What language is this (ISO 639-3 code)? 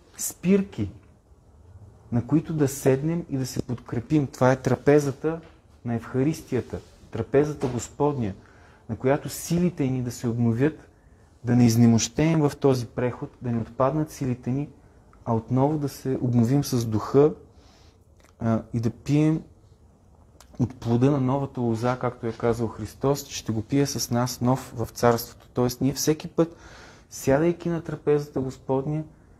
bul